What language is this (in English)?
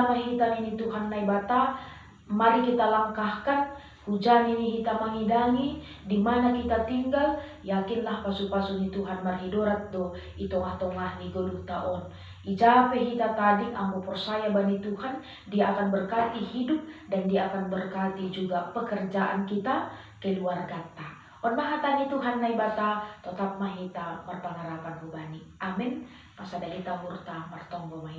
Batak Simalungun